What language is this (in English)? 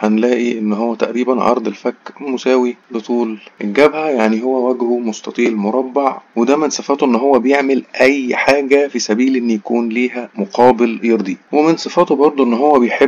Egyptian Arabic